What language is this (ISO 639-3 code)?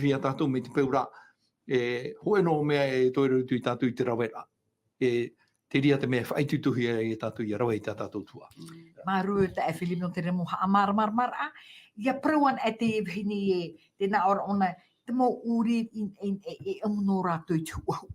tah